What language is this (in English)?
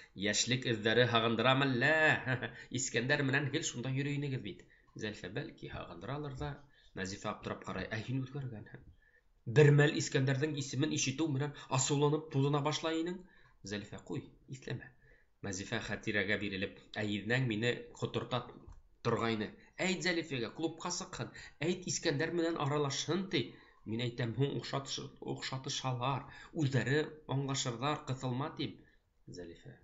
Bashkir